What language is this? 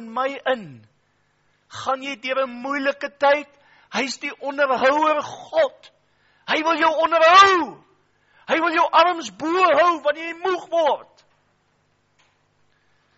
Afrikaans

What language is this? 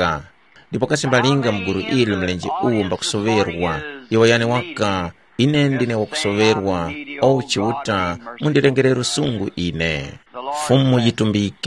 Tumbuka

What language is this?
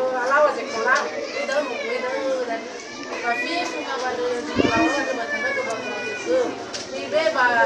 Nias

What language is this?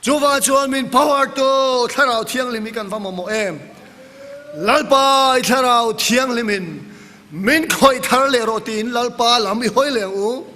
Mizo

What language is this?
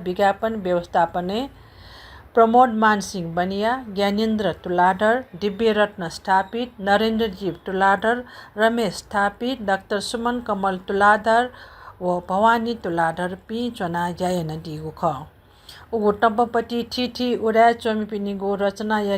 Newari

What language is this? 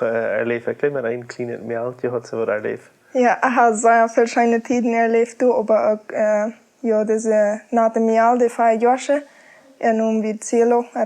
Plautdietsch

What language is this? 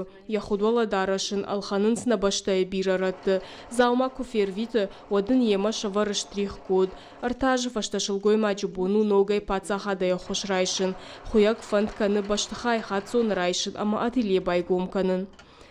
Ossetic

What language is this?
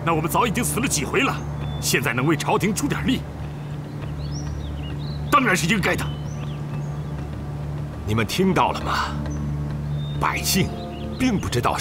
Chinese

